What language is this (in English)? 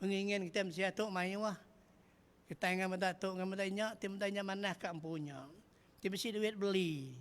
Iban